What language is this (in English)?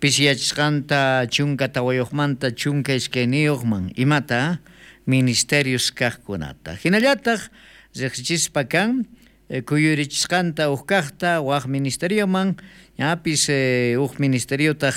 South Bolivian Quechua